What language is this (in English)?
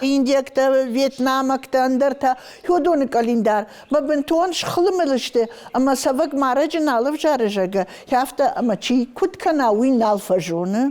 Ossetic